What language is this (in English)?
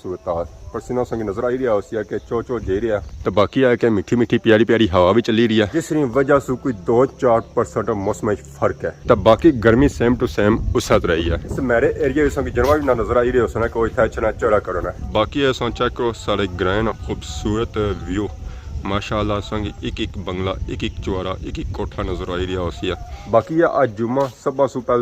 Pahari-Potwari